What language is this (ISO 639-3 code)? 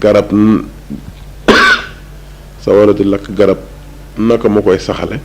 wol